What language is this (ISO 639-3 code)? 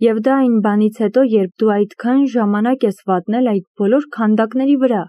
hye